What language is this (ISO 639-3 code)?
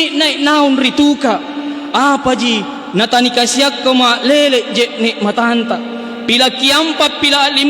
mak